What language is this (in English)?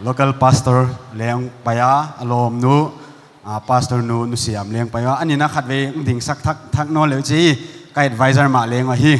Paite Chin